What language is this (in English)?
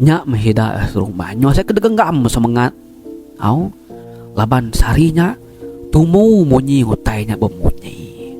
Iban